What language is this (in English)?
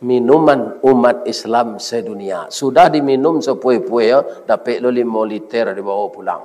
Minangkabau